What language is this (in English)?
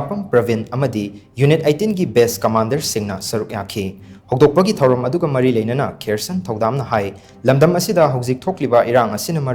Manipuri